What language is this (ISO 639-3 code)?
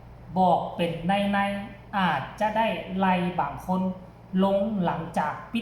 tts